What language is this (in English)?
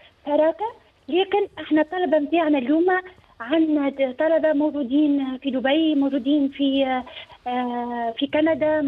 Tunisian Arabic